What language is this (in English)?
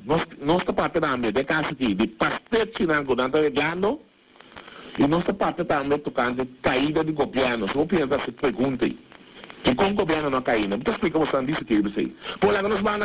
Papiamento